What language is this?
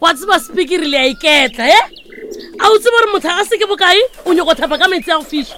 Northern Sotho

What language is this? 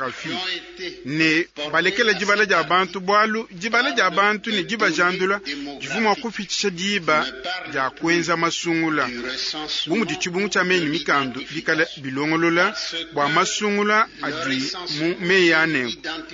Luba-Lulua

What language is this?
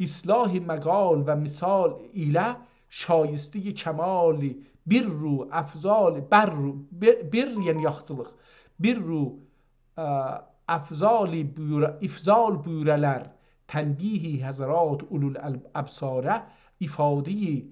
South Azerbaijani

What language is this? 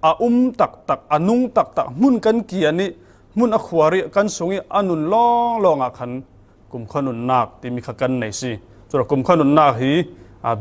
Falam Chin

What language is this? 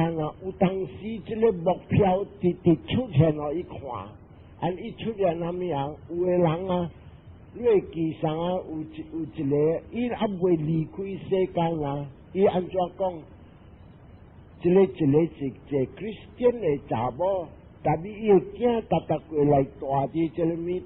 Min Nan Chinese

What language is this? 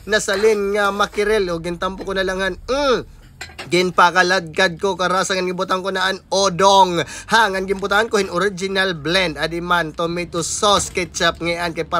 Waray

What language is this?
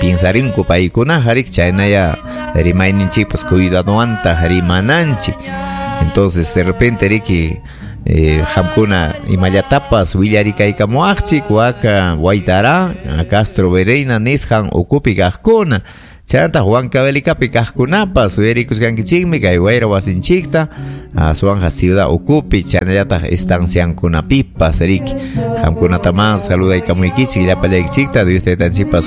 Ayacucho Quechua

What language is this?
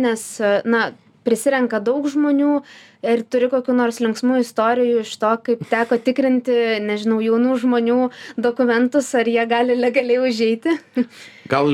Lithuanian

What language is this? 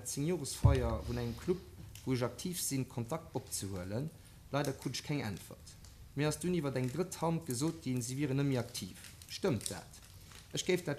Luxembourgish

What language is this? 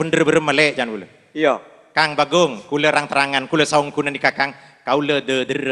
Madurese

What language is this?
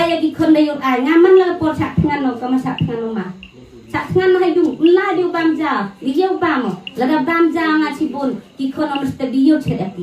Khasi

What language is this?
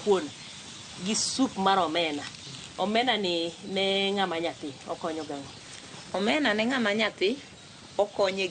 Luo (Kenya and Tanzania)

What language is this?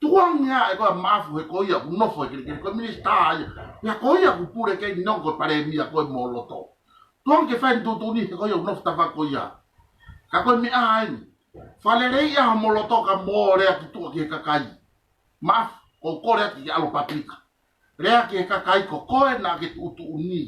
Tongan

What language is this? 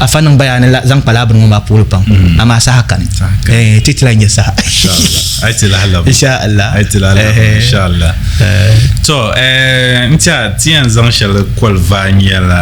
Dagbani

